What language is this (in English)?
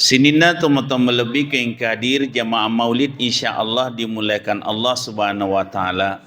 Buginese